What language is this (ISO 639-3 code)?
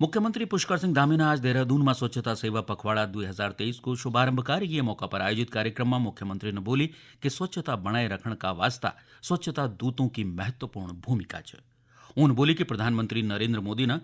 gbm